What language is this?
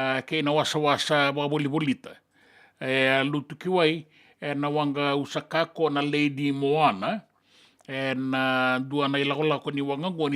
Fijian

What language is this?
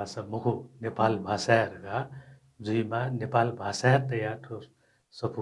Newari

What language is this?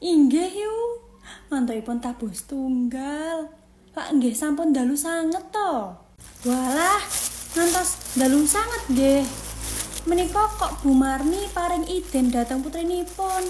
Javanese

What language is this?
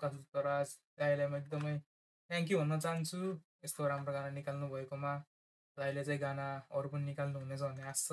Nepali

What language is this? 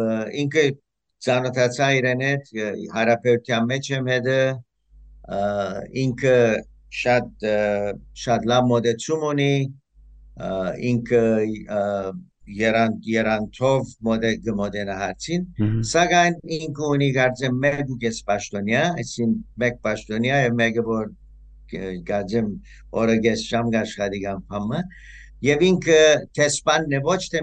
Western Armenian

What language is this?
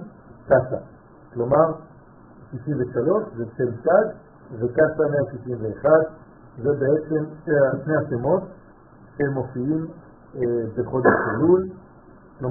Hebrew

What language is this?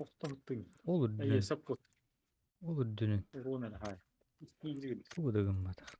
Yakut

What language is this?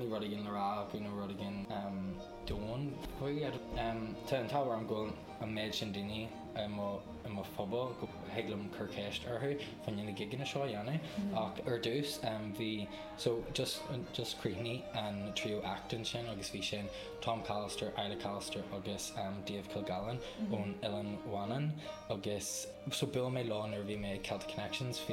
Irish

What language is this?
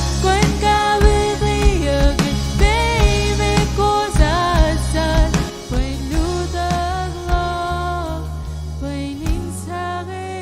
Marshallese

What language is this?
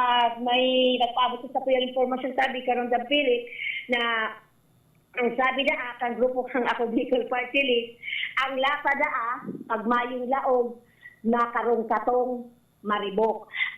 Bikol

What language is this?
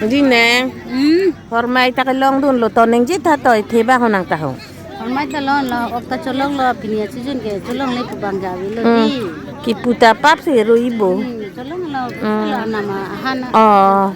Karbi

